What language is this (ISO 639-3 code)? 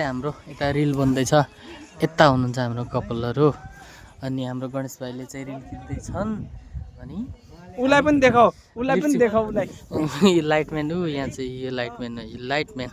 nep